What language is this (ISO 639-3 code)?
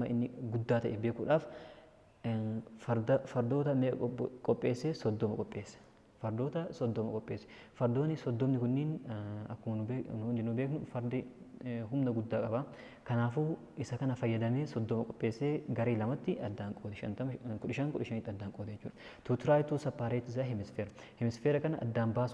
orm